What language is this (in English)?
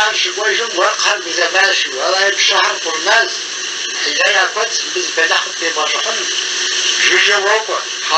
Kabardian